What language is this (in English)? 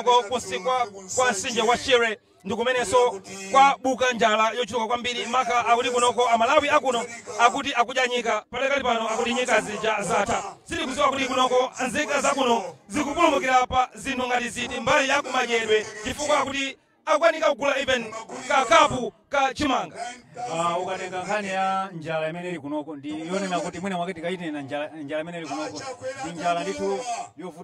Nyanja